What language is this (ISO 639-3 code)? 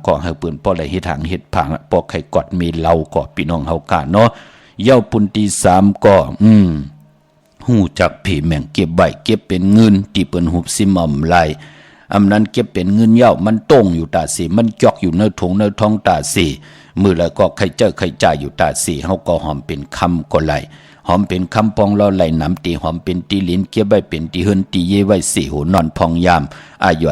shn